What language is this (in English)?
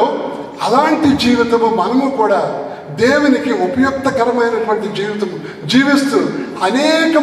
Telugu